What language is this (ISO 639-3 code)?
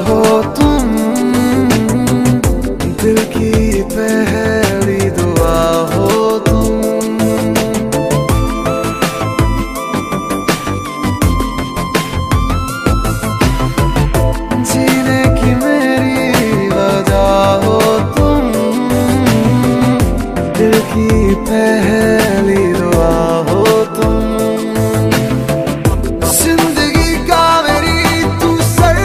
hin